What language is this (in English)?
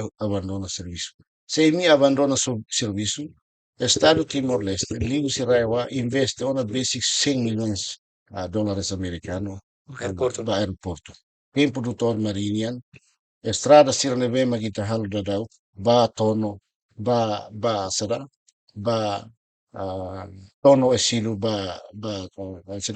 Tetum